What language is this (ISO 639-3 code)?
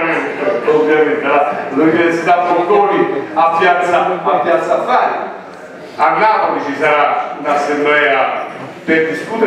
ita